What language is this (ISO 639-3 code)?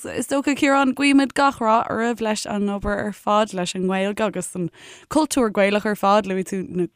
gle